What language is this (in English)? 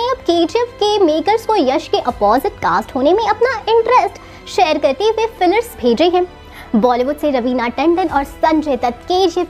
Hindi